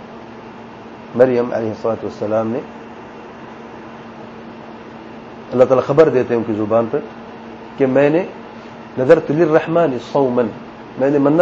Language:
Urdu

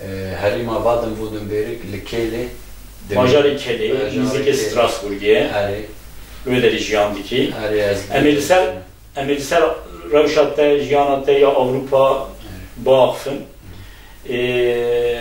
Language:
Kurdish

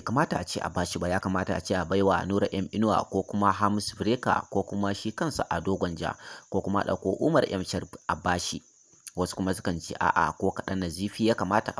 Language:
Hausa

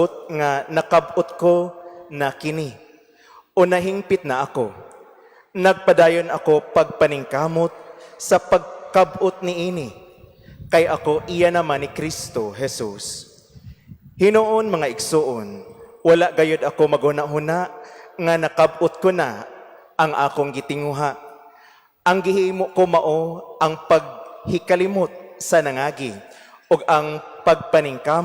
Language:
Cebuano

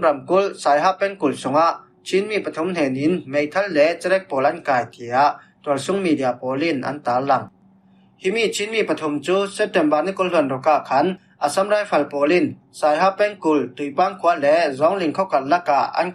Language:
Falam Chin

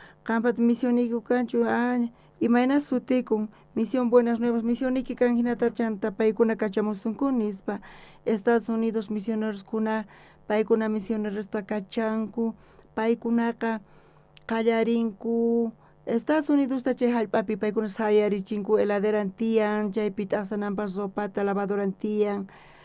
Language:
South Bolivian Quechua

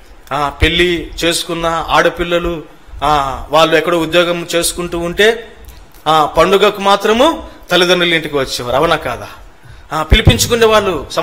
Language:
Telugu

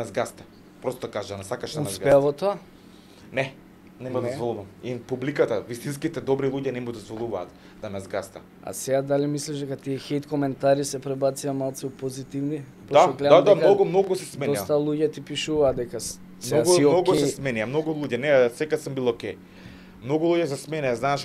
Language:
Macedonian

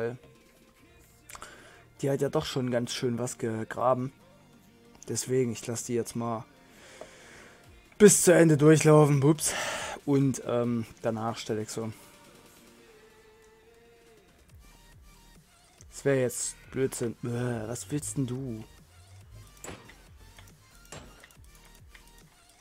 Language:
German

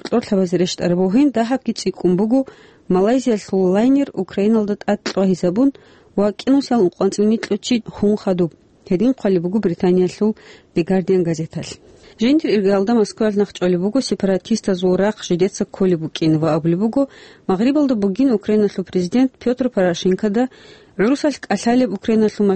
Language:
Avaric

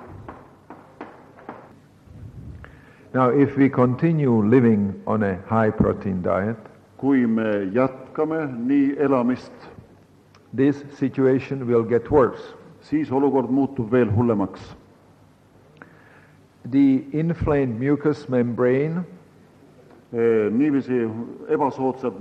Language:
Estonian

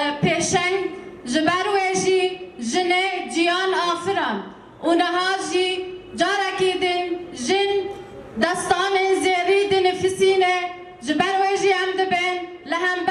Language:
Kurdish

